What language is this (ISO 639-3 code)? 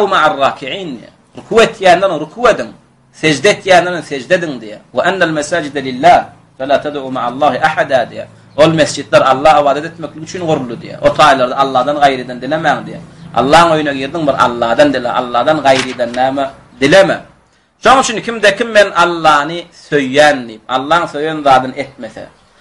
tuk